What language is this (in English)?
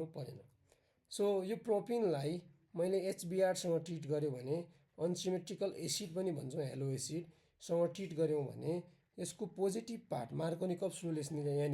Nepali